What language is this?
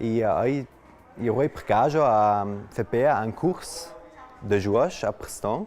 Ladin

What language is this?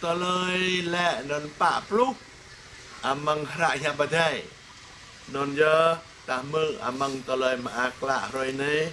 Jarai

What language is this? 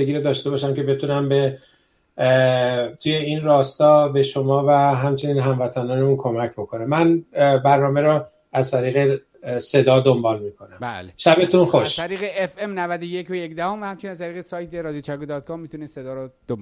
Persian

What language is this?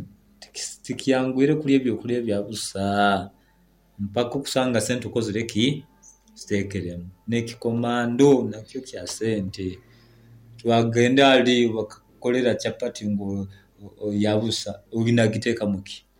Nyoro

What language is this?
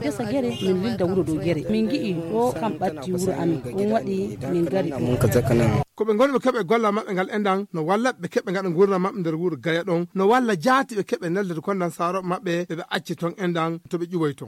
Fula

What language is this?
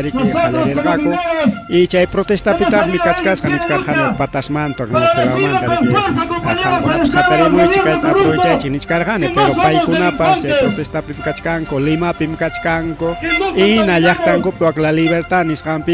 Ayacucho Quechua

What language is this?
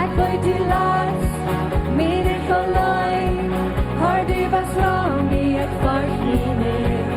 Plautdietsch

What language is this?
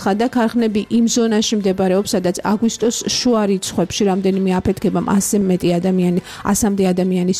Georgian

